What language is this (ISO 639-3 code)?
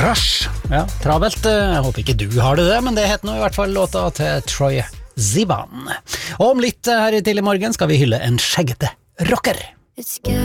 nor